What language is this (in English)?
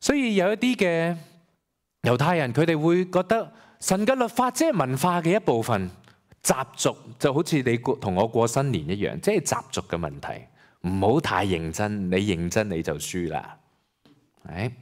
Cantonese